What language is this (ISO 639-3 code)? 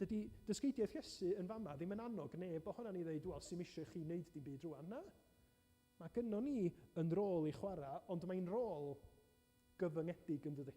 cym